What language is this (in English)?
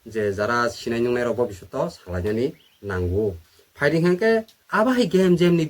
Kok Borok